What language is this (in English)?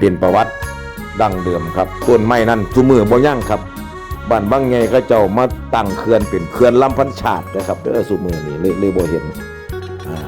Northeastern Thai